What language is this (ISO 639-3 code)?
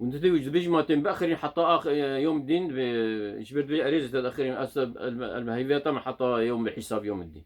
kur